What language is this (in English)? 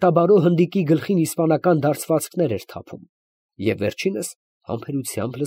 Armenian